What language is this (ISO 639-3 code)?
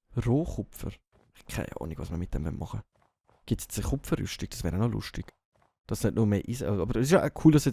gsw